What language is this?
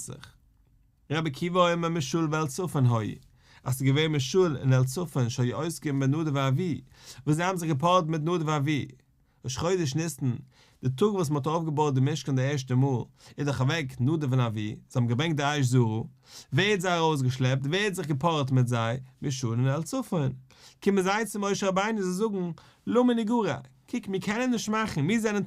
Yiddish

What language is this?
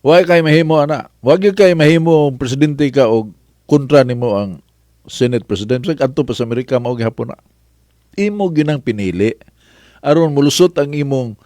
Cebuano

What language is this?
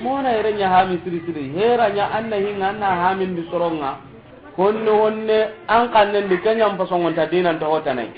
Soninke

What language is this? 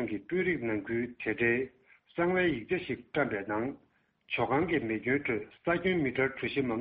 Tibetan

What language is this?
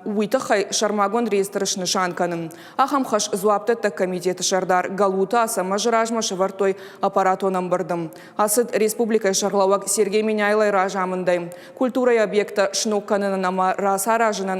Ossetic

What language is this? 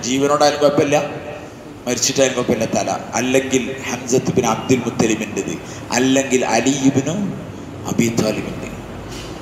Malayalam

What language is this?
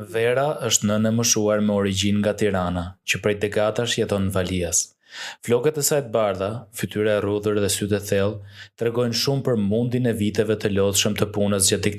Albanian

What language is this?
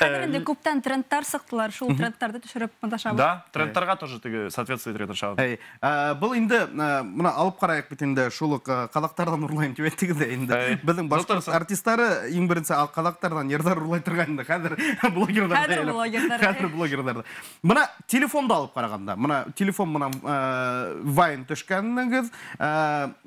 Bashkir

